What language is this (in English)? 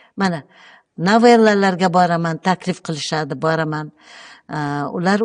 Uzbek